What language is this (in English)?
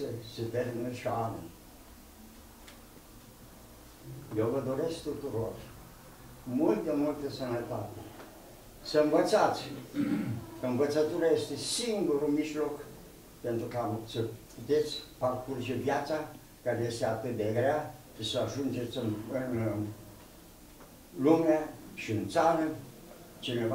Romanian